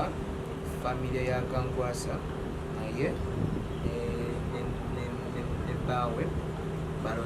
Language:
Ganda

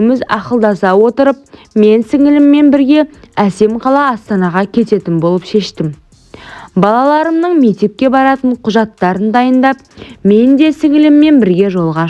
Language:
Kazakh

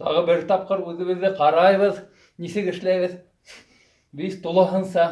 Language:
Bashkir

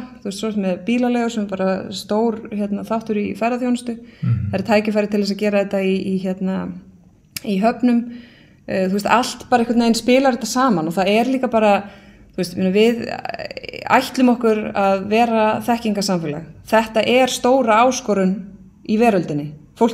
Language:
Icelandic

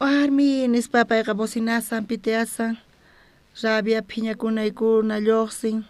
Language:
South Bolivian Quechua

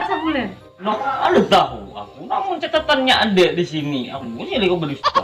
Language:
Banjar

